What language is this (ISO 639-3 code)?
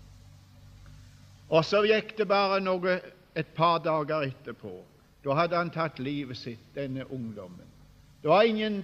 nor